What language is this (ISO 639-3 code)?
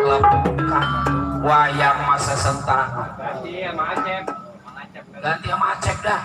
bew